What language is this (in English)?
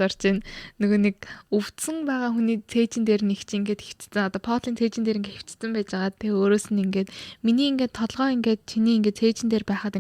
Mongolian